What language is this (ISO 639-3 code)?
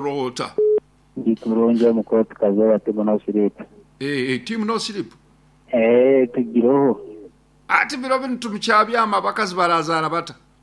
nyn